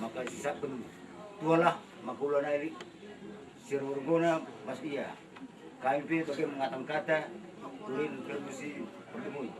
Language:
Batak Karo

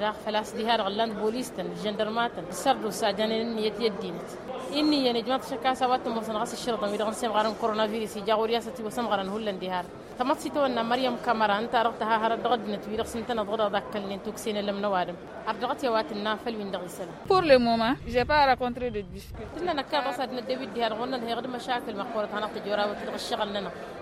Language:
Tamasheq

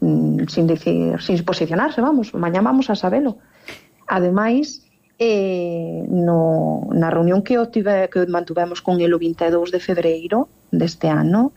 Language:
Galician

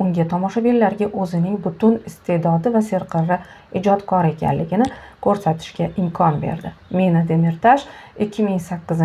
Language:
Uzbek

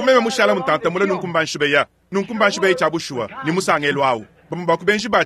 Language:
Luba-Lulua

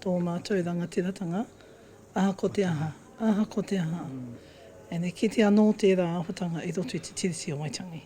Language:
Māori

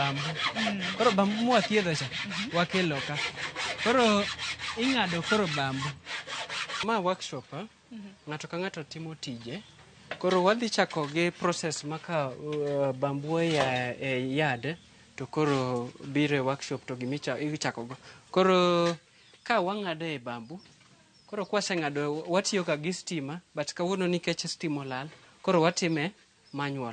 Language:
Luo (Kenya and Tanzania)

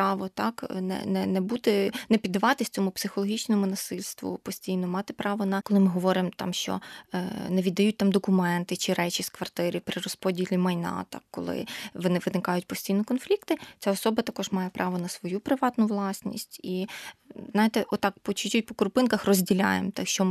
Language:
Ukrainian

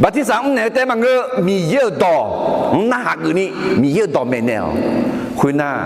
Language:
Akha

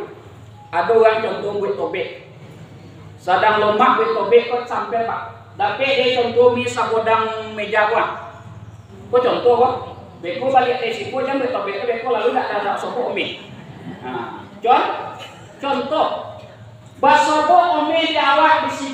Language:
Minangkabau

